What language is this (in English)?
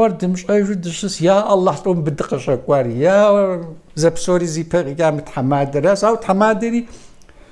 Kabardian